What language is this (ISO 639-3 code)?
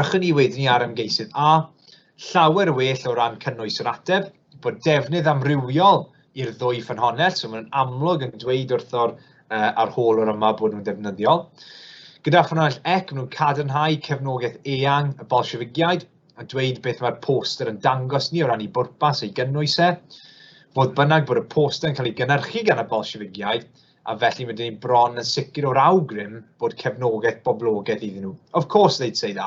cym